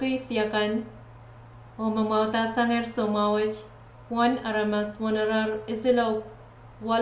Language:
Pohnpeian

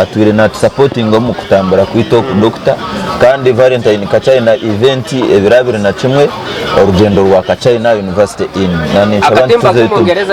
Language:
Nyankole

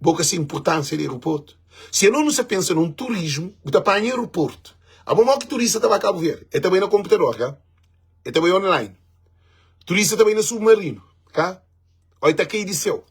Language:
Kabuverdianu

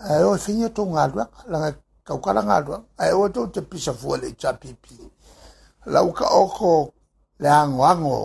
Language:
Samoan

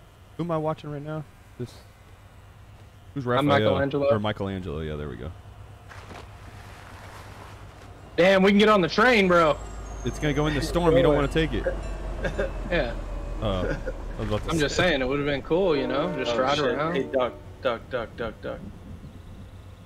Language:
English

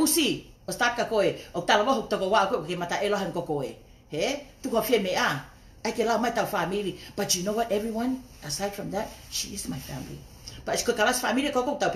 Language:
Tongan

